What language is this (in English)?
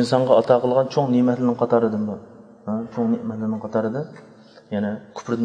Uyghur